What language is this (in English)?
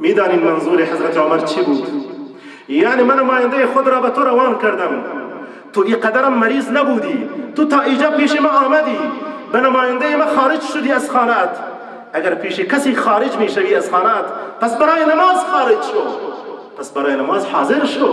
Tajik